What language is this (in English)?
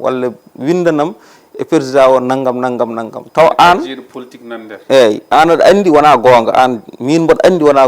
Fula